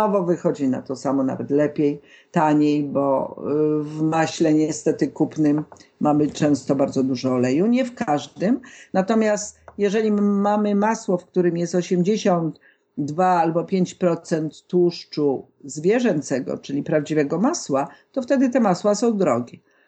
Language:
Polish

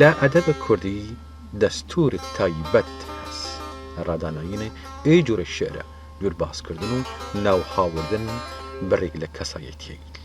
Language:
Southern Kurdish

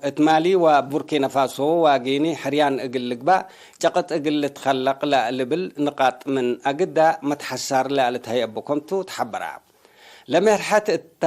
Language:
Tigre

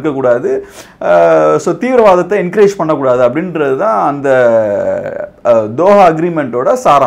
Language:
Tamil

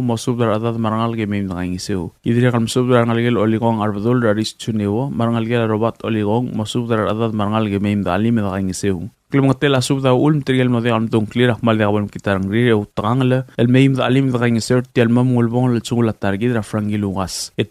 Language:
Palauan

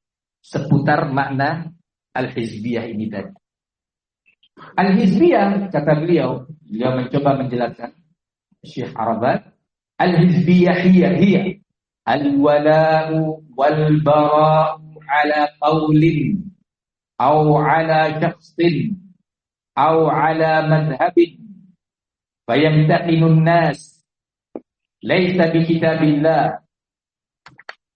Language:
Indonesian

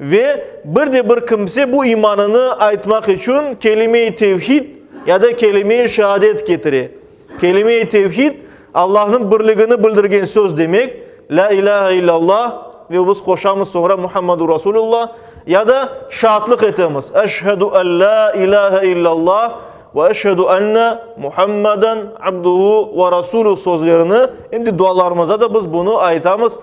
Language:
Crimean Tatar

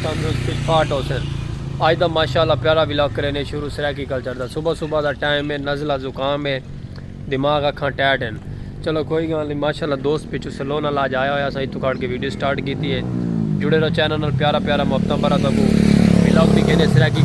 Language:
Saraiki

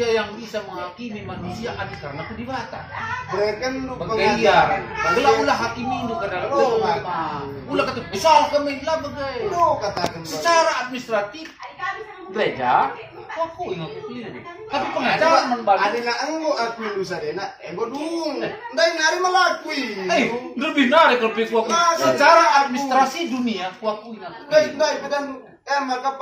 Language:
Batak Karo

